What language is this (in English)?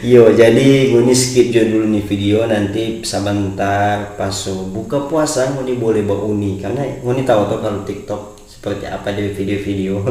Manado Malay